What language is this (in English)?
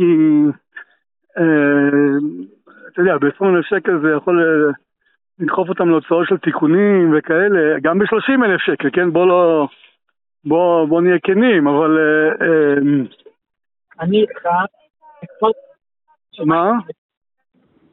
Hebrew